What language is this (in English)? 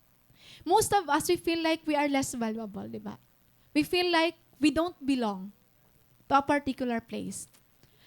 Waray